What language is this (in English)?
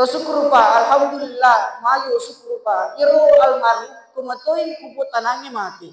Buginese